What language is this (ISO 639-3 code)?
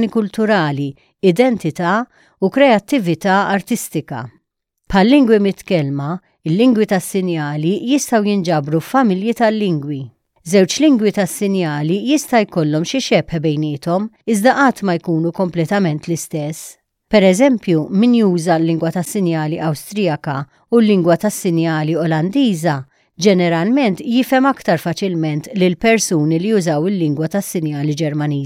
mlt